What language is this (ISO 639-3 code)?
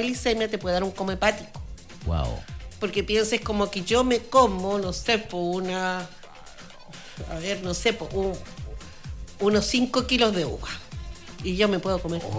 spa